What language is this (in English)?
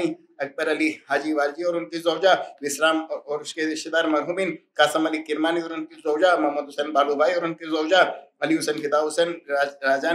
Urdu